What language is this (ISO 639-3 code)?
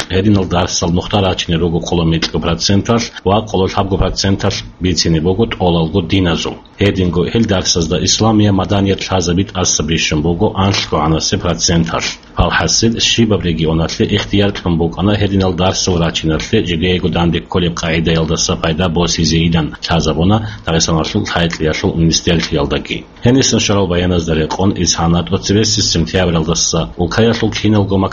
ava